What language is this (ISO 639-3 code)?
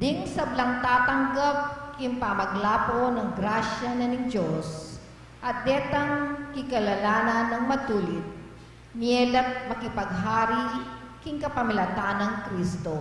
pam